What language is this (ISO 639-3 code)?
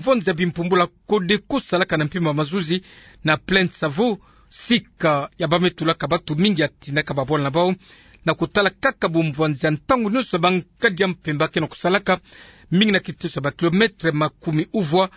ktu